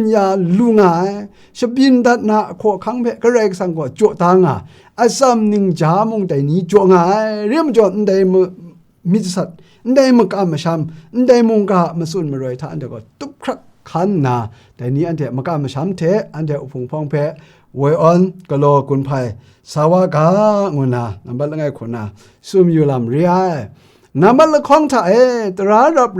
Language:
Kachin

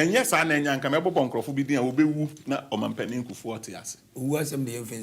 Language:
Akan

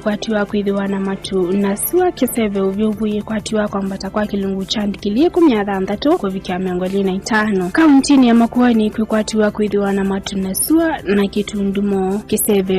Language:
Kamba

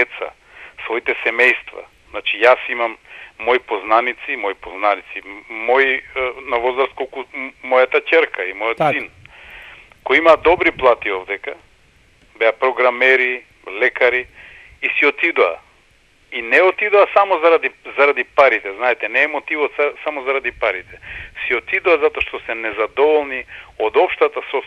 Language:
Macedonian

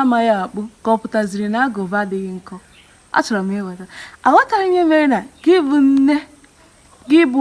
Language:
Igbo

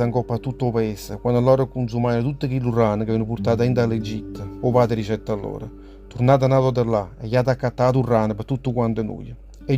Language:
Neapolitan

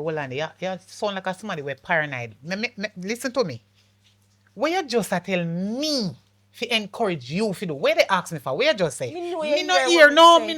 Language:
Jamaican Creole English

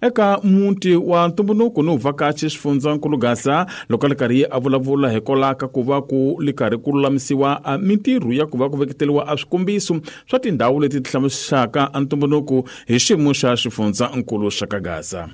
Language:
Tsonga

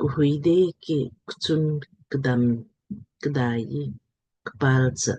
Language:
Lamkang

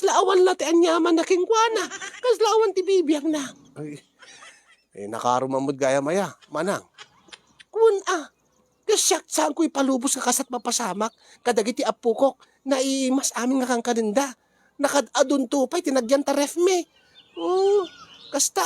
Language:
Iloko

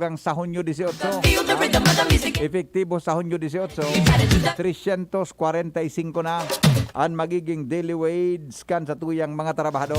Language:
Bikol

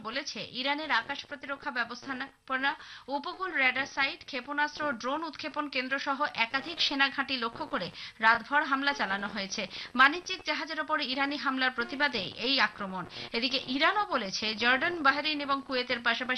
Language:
Bangla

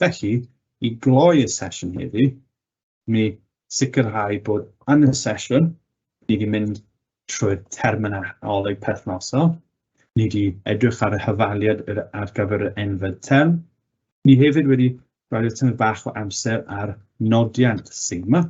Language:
Welsh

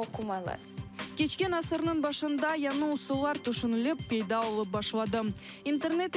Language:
Crimean Tatar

